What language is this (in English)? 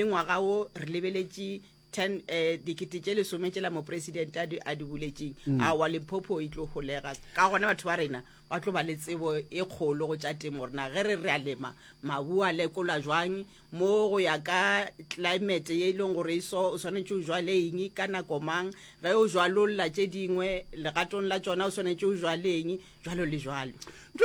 Northern Sotho